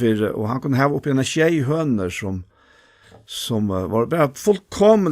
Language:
Faroese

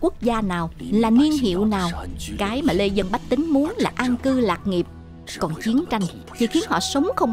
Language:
Vietnamese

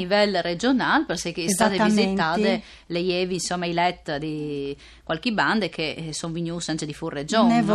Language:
Friulian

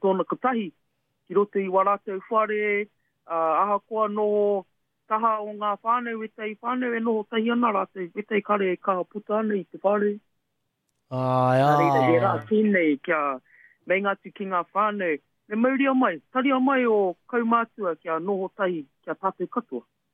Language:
Māori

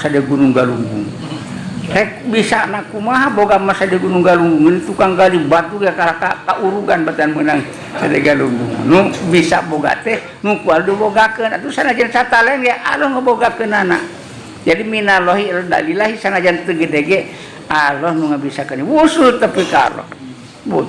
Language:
Sundanese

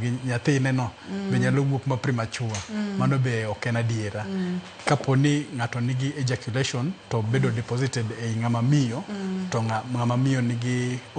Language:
Luo (Kenya and Tanzania)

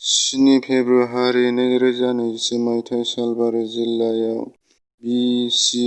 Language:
Bodo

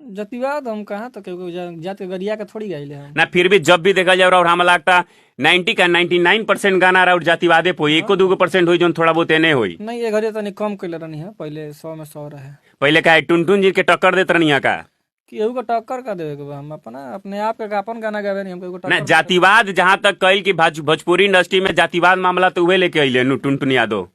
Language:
Bhojpuri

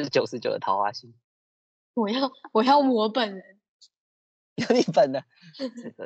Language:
Chinese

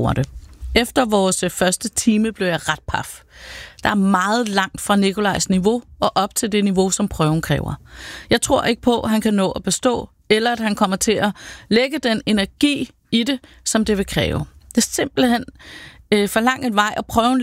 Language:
Danish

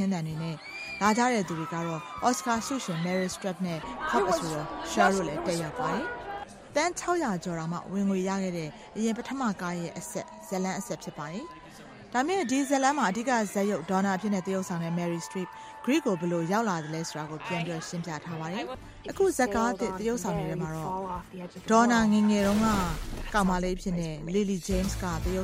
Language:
Burmese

